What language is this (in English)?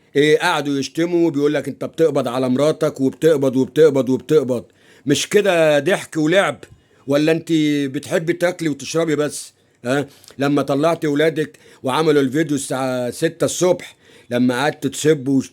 Egyptian Arabic